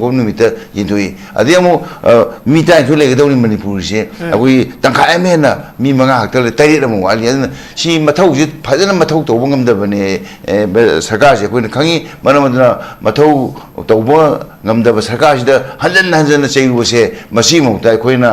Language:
Manipuri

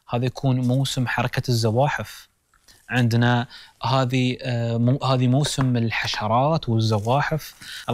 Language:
Gulf Arabic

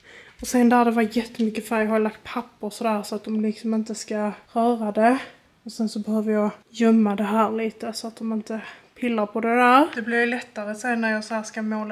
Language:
Swedish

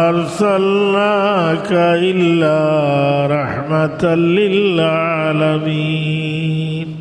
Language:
Sylheti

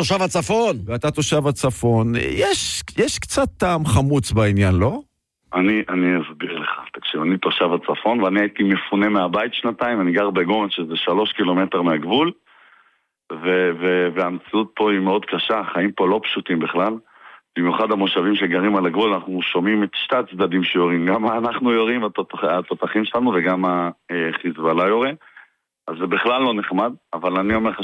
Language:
Hebrew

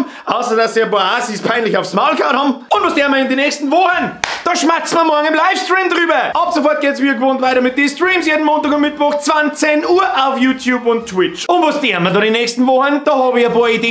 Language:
Bavarian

